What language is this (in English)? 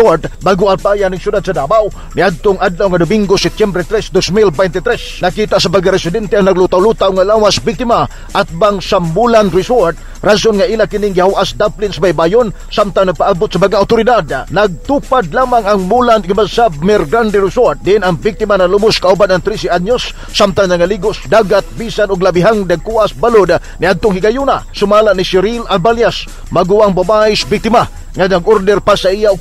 Cebuano